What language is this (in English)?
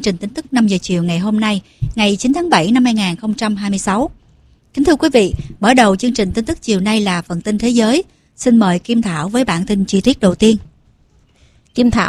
Vietnamese